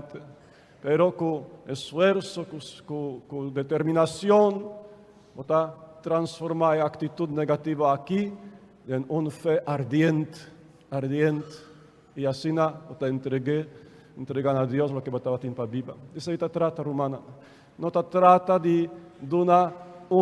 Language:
Papiamento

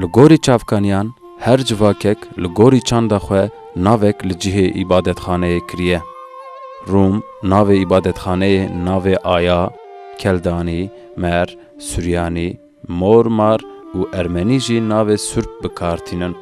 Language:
Kurdish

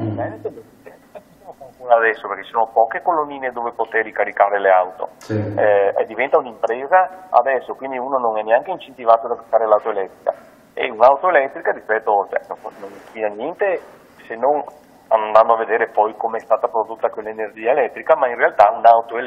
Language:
Italian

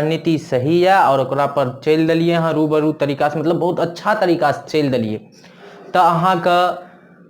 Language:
Maithili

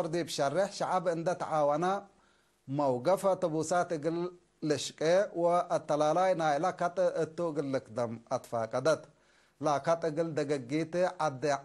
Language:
Tigre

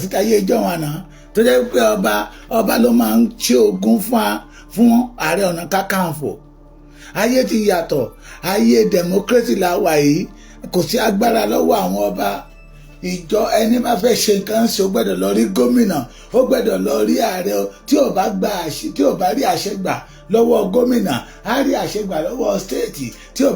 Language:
Yoruba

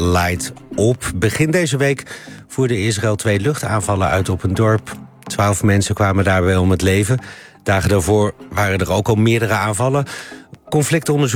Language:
Dutch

